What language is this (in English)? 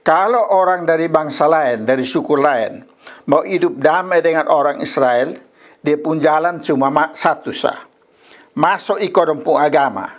Kupang Malay